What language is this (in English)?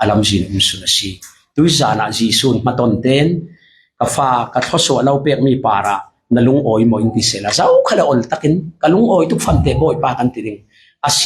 Falam Chin